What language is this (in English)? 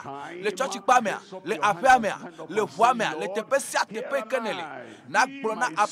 Ewe